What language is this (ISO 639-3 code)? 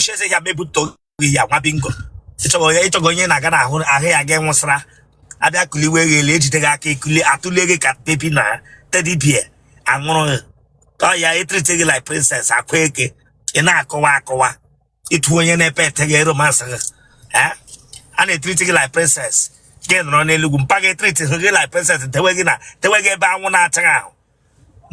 ibo